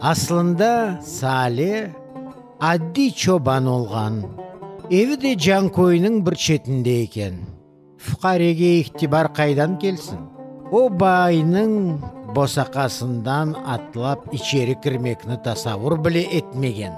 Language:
Crimean Tatar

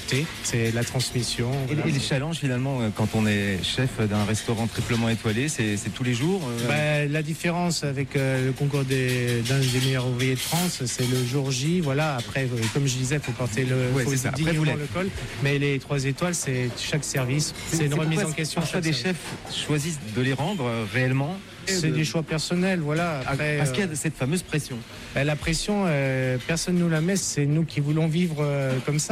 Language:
French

